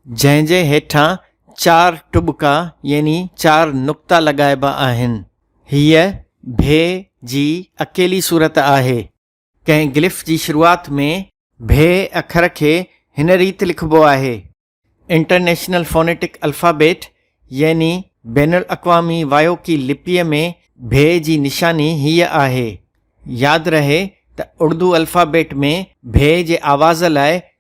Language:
Sindhi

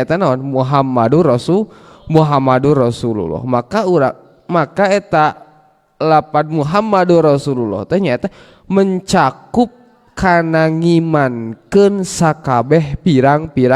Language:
Sundanese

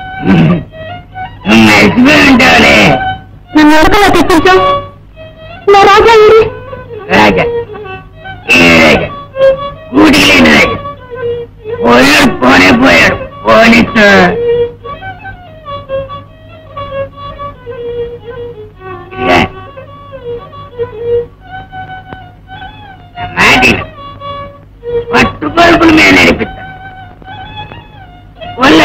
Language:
Telugu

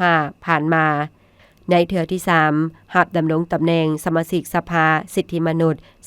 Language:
Lao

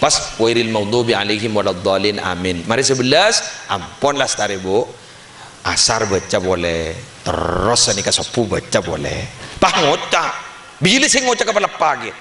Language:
Madurese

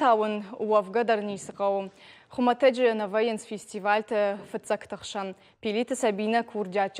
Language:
Ossetic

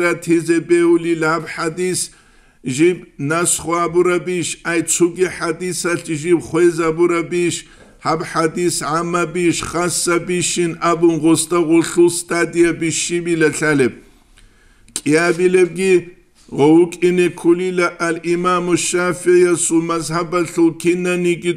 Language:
Avaric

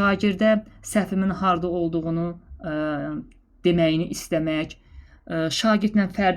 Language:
Azerbaijani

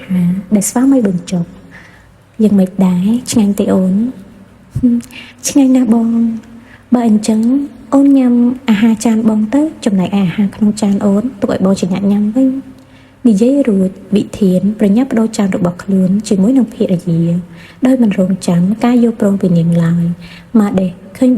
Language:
Khmer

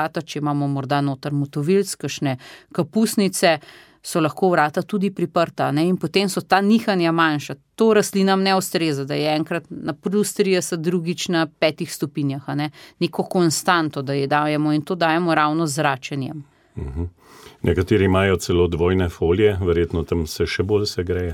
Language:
Slovenian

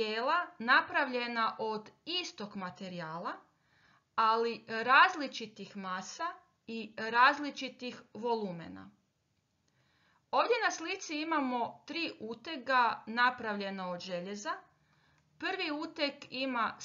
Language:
Croatian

